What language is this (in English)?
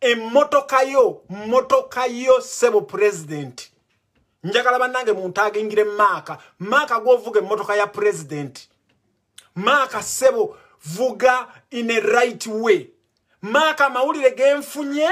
Ganda